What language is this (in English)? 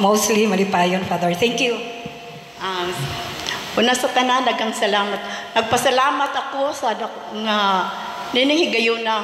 Cebuano